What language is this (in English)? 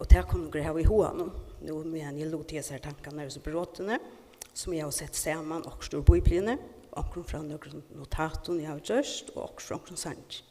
Faroese